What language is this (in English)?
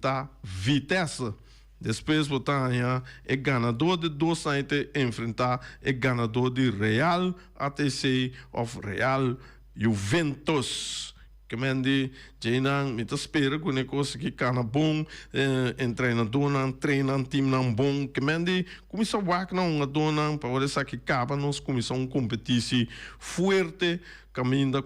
Papiamento